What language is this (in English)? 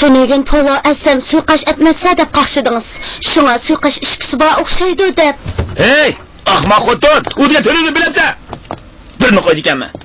Uyghur